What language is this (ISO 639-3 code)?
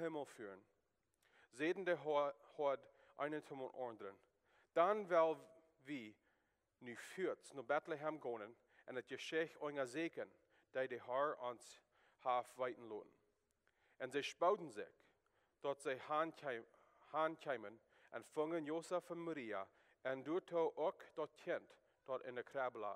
pdt